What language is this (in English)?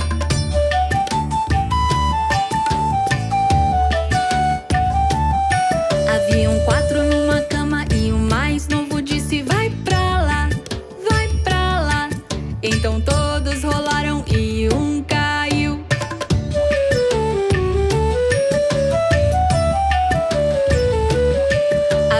Portuguese